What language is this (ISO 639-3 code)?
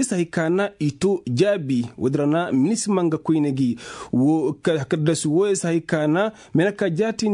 ses